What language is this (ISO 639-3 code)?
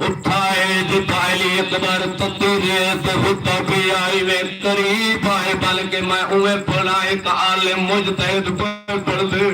skr